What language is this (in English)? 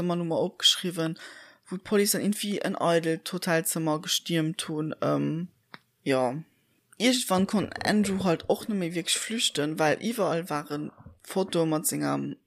Luxembourgish